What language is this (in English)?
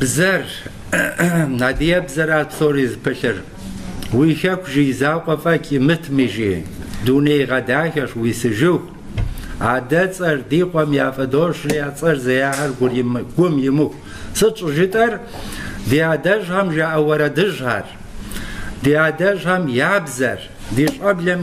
Kabardian